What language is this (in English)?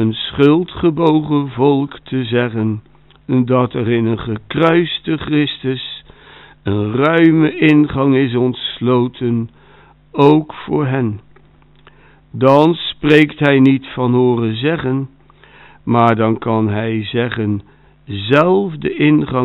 Dutch